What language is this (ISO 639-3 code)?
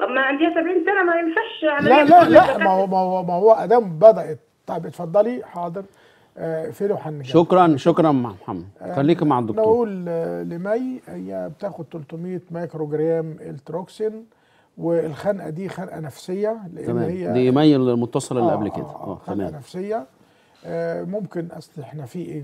arz